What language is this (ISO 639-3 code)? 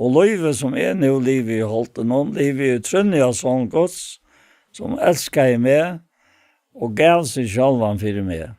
fao